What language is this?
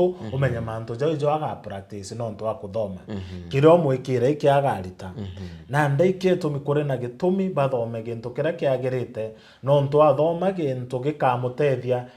Meru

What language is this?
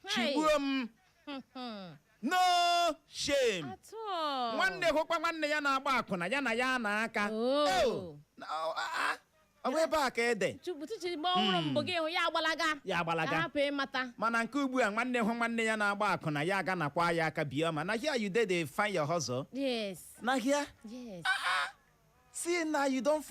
Igbo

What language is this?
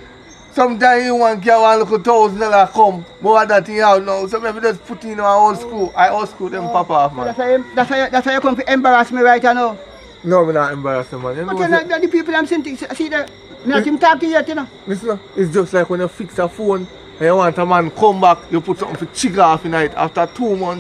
Jamaican Creole English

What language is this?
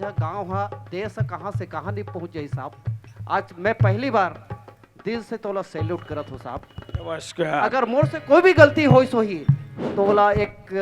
Chhattisgarhi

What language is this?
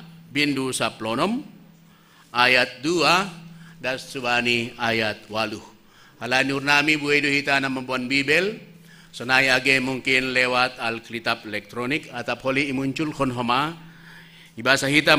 Batak Simalungun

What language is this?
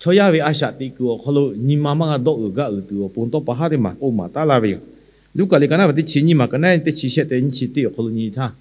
Lahu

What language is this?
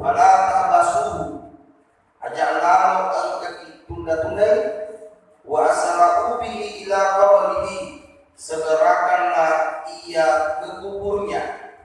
Buginese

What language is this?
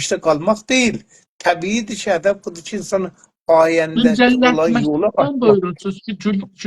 South Azerbaijani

